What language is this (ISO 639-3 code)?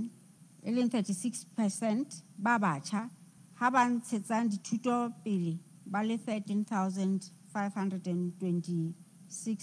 sot